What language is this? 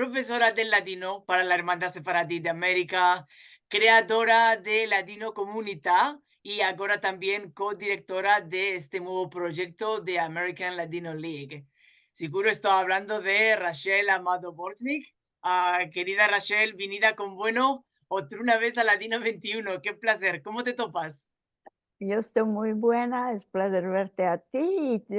Ladino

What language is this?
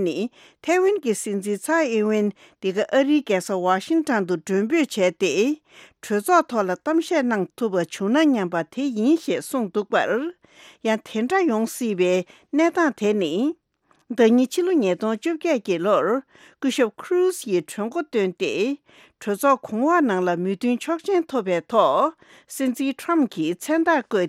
Tibetan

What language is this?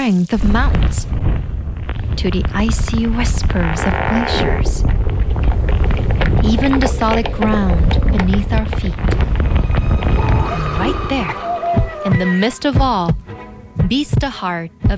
English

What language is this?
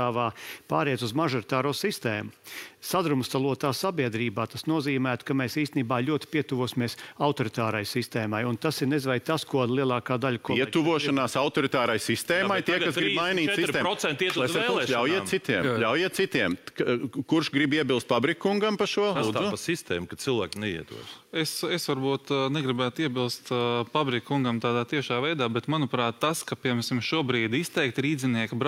Latvian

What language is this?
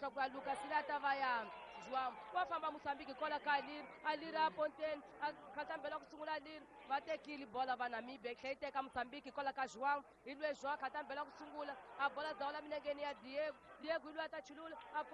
Tsonga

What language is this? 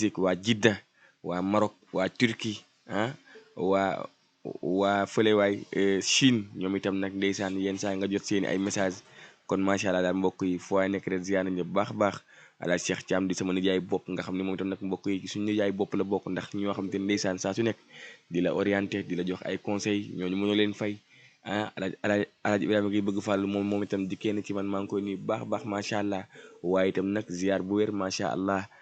Wolof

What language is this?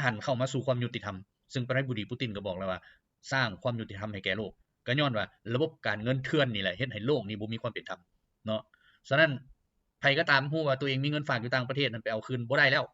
Lao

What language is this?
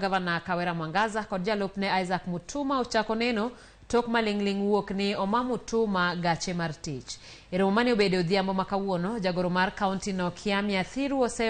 Luo (Kenya and Tanzania)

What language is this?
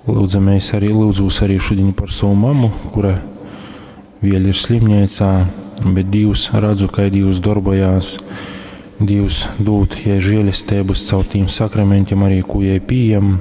Latgalian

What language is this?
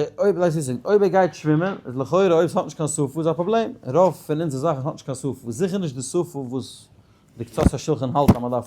Yiddish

